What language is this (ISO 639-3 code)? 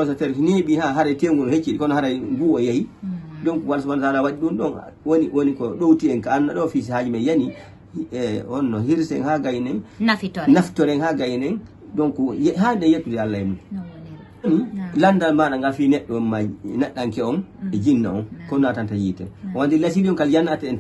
ful